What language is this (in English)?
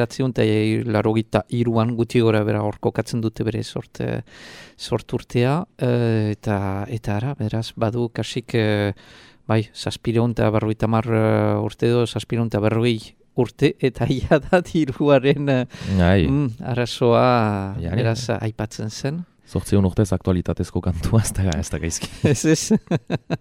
Basque